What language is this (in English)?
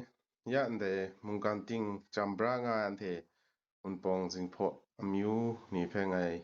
Kachin